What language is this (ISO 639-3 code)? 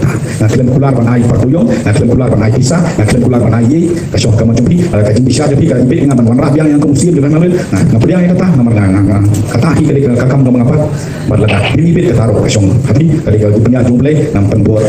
kha